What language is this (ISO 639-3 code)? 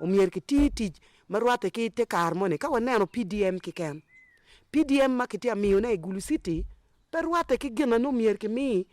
ach